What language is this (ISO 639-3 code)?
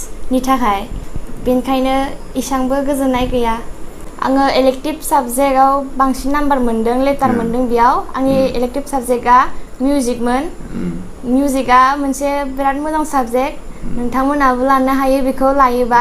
brx